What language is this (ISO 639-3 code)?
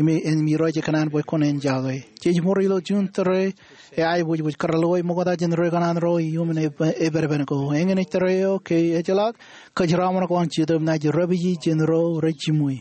mah